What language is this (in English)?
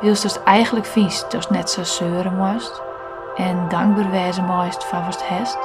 Western Frisian